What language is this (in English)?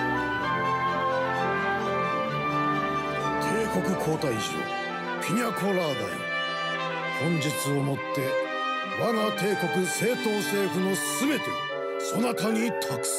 Japanese